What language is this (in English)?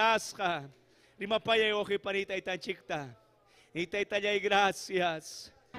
Ayacucho Quechua